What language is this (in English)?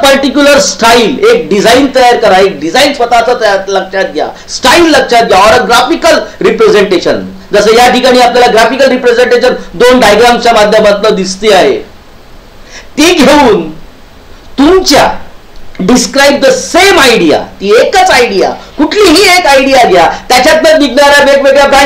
Marathi